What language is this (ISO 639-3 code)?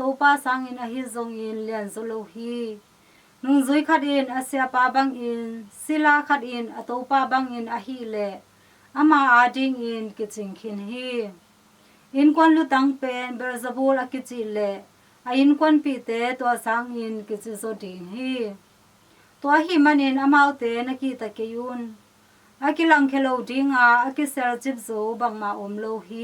ctd